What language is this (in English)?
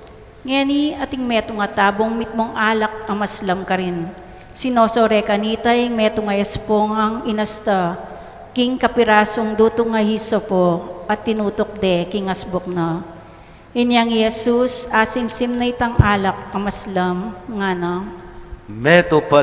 Pampanga